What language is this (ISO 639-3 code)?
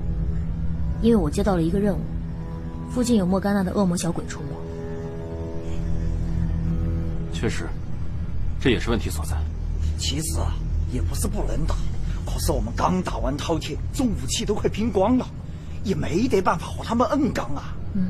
zho